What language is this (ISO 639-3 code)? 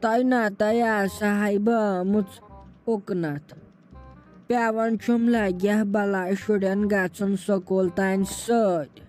kas